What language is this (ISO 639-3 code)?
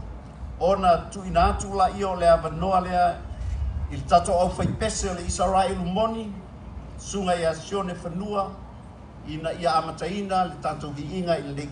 smo